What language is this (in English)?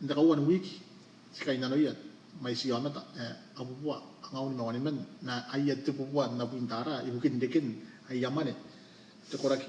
Gilbertese